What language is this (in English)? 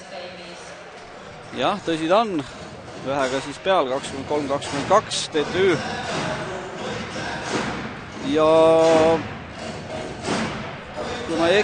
Estonian